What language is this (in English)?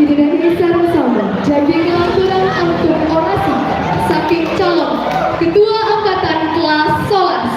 Balinese